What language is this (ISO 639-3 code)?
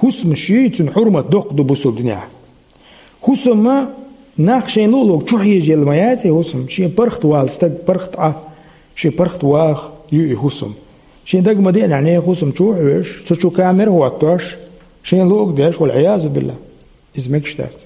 che